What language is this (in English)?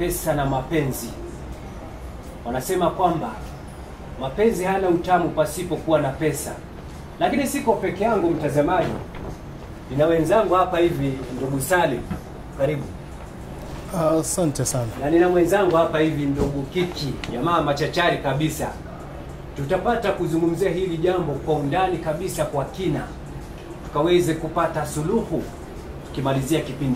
Swahili